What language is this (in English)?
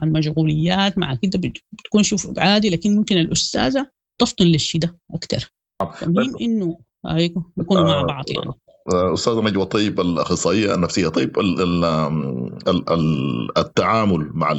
Sudanese Arabic